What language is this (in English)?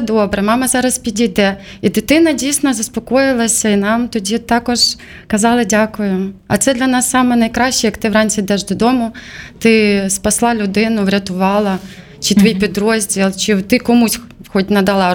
Ukrainian